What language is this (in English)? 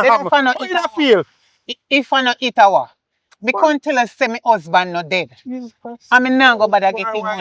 Jamaican Creole English